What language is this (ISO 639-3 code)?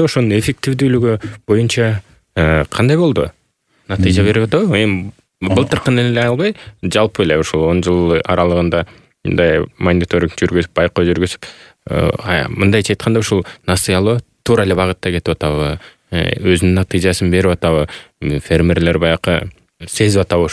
kir